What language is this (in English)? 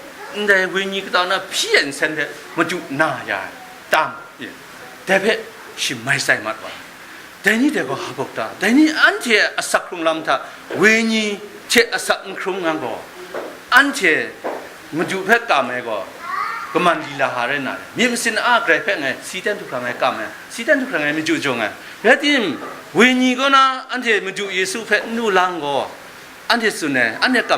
Kachin